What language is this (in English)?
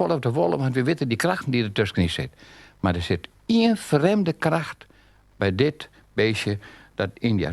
Western Frisian